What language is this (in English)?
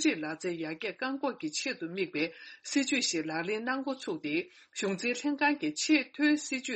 Tibetan